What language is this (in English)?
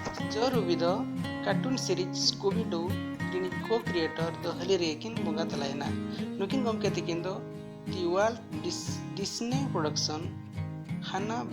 Santali